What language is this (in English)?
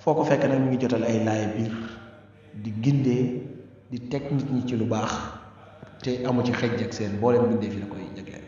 Wolof